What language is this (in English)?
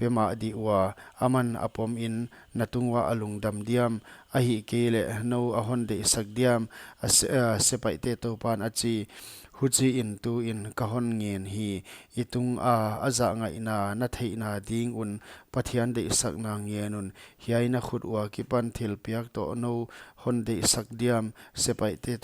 Paite Chin